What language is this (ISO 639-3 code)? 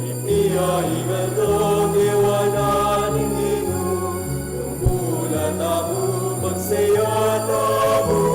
pam